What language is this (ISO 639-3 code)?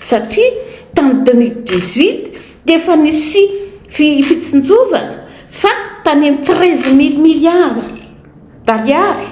mlg